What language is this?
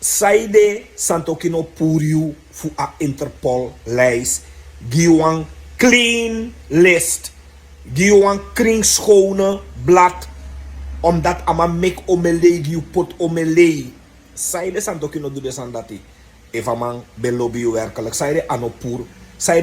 Sranan Tongo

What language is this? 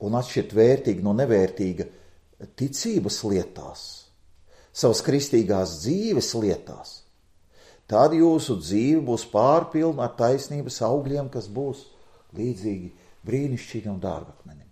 Latvian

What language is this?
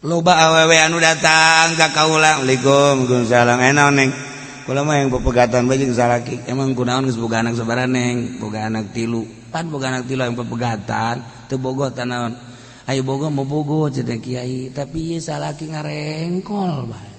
Sundanese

